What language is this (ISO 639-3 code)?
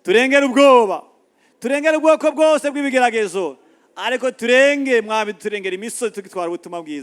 run